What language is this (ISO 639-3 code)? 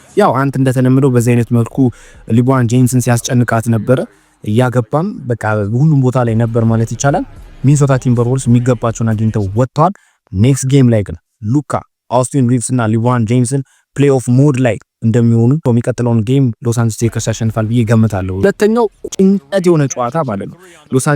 amh